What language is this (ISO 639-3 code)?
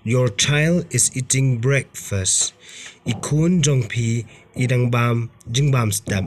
kha